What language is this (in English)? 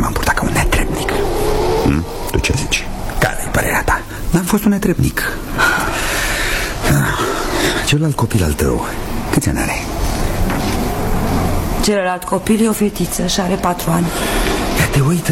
Romanian